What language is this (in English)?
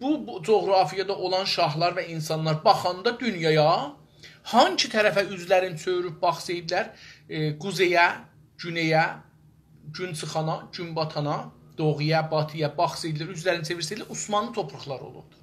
South Azerbaijani